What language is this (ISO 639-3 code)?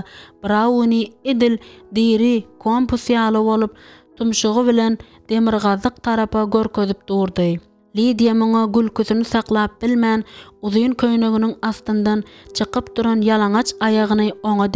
tuk